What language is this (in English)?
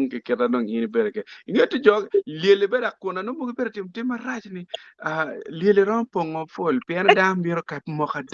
Acoli